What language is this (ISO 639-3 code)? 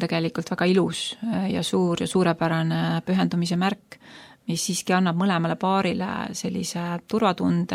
est